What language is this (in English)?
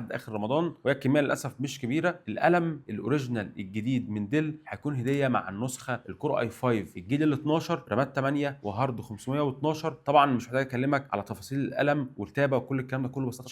Egyptian Arabic